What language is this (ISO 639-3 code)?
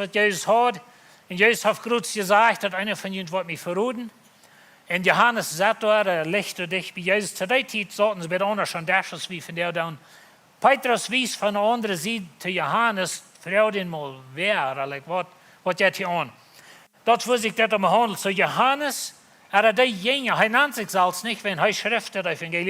pdt